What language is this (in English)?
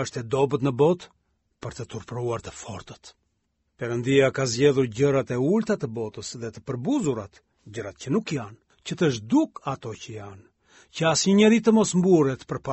Albanian